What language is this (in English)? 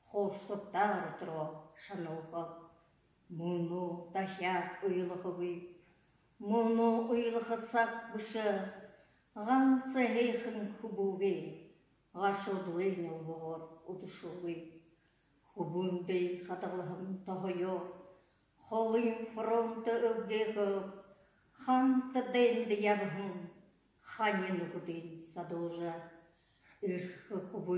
Buriat